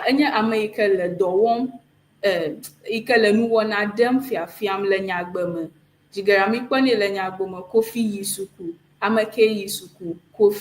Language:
Ewe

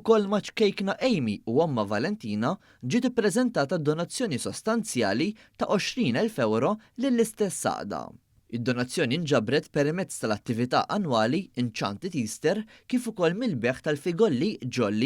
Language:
Maltese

